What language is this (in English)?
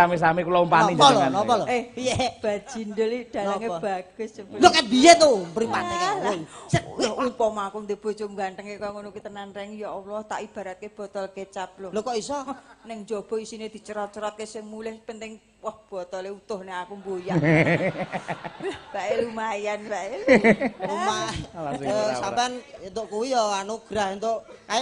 Javanese